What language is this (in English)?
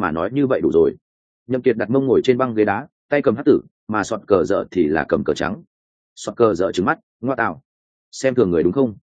Vietnamese